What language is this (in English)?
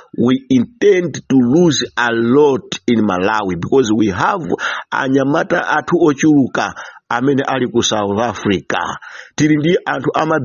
Nyanja